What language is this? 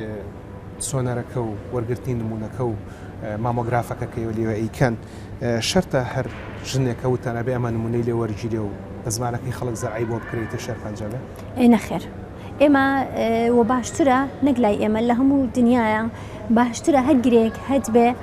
Central Kurdish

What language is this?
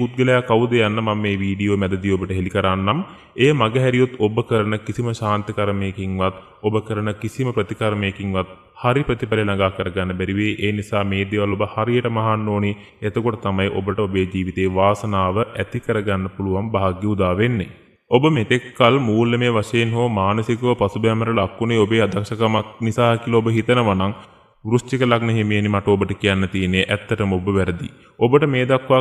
Sinhala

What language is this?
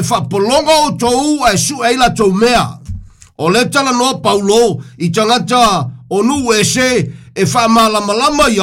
Samoan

